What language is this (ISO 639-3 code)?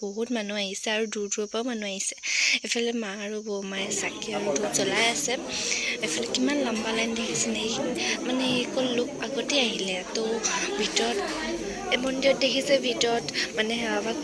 asm